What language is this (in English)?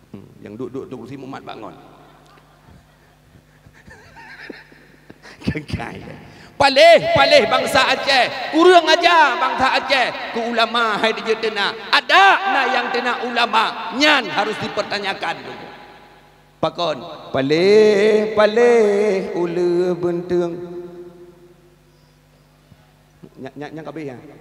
Achinese